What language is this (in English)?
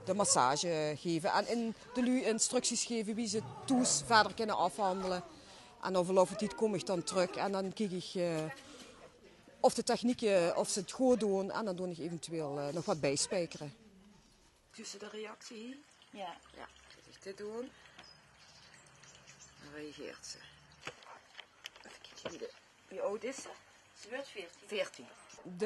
Dutch